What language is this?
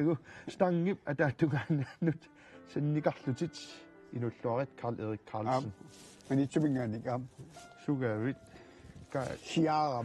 Kalaallisut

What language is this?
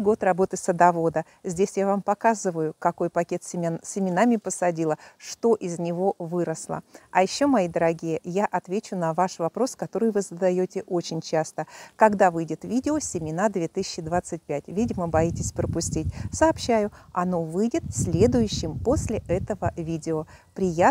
Russian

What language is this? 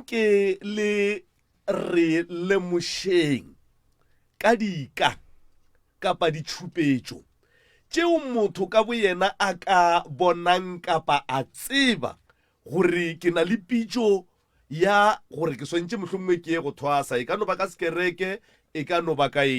Northern Sotho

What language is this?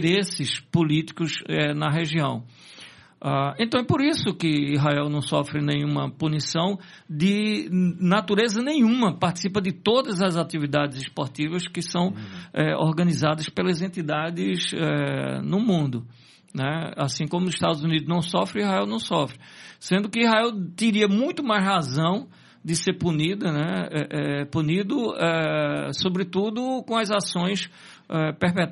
Portuguese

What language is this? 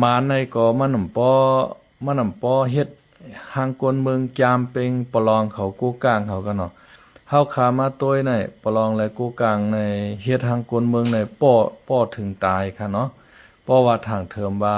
Shan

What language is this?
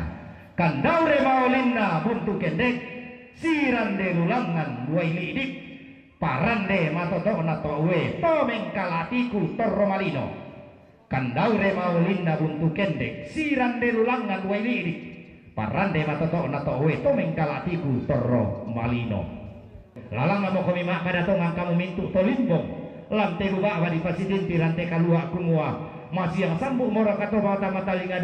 Toraja-Sa'dan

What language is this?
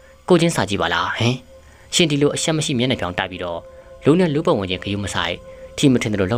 Burmese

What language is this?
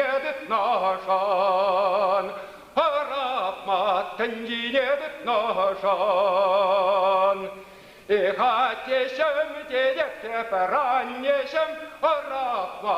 Chuvash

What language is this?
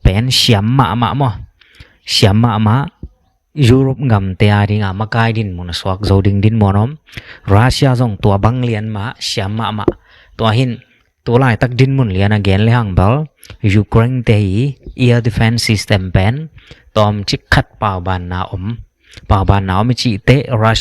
Tedim Chin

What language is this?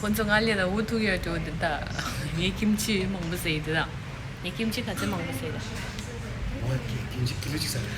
Tibetan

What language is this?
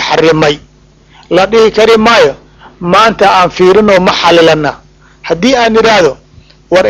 Somali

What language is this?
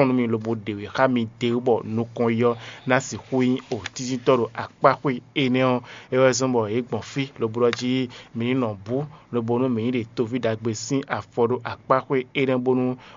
Fon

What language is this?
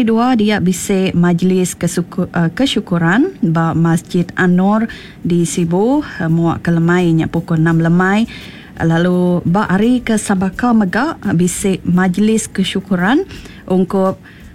Iban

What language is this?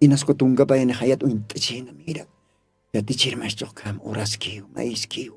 Aymara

